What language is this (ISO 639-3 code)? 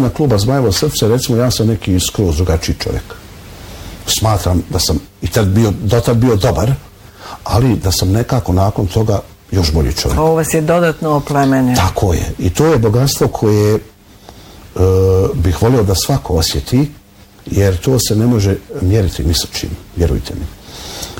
bos